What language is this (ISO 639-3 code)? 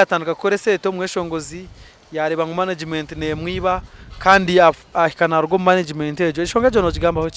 nyn